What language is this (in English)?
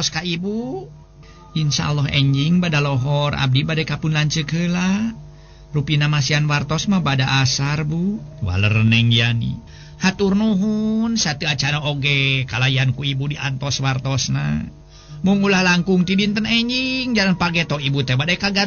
Sundanese